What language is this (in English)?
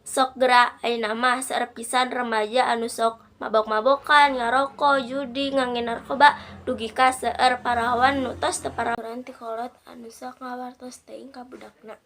Sundanese